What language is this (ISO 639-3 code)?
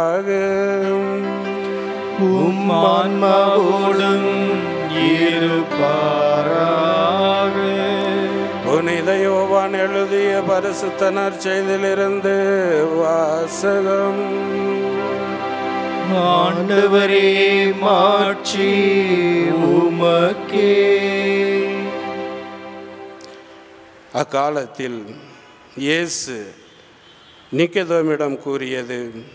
tam